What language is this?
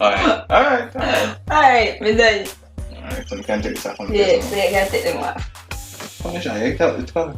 Jamaican Creole English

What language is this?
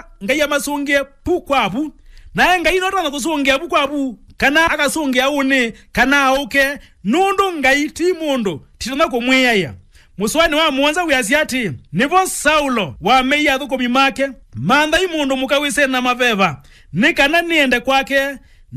Kamba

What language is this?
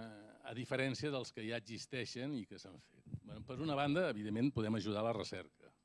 Catalan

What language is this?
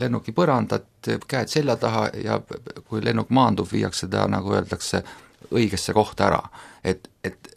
Estonian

